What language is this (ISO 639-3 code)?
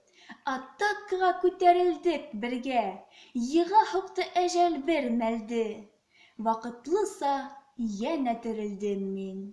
bak